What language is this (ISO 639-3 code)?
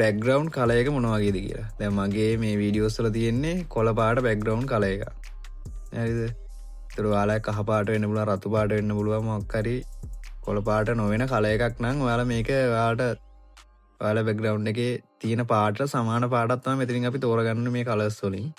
sin